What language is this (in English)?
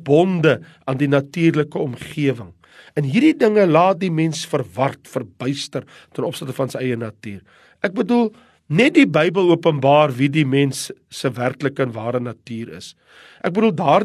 Afrikaans